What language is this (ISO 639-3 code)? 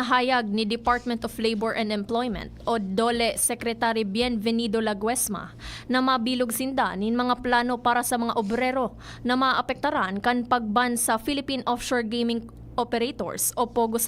bik